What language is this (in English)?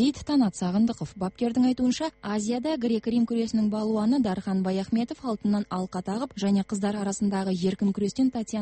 Kazakh